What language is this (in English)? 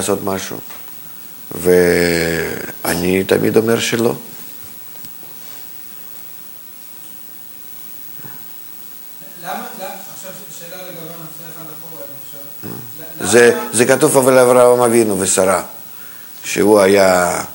Hebrew